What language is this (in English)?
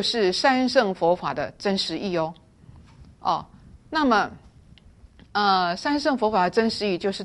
Chinese